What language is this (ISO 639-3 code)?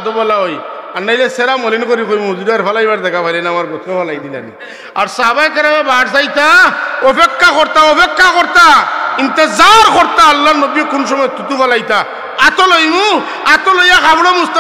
syl